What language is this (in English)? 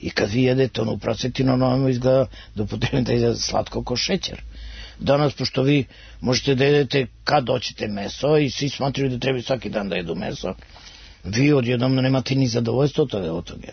Serbian